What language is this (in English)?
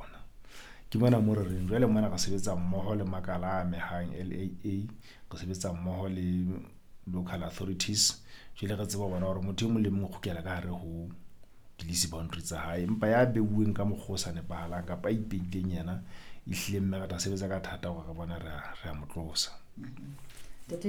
Southern Sotho